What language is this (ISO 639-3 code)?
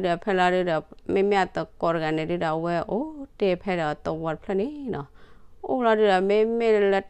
ksw